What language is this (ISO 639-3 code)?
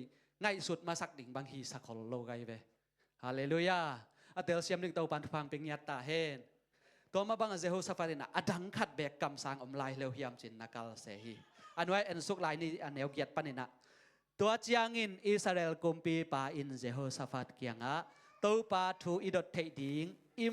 ctd